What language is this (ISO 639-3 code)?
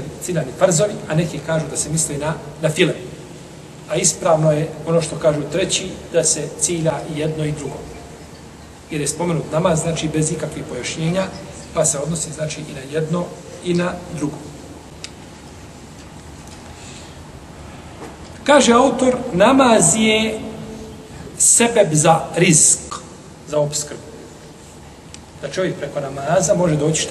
bos